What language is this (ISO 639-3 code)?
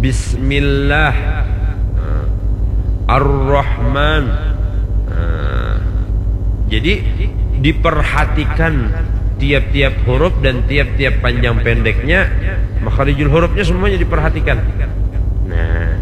bjn